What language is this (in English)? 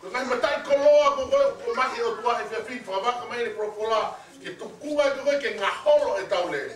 Tongan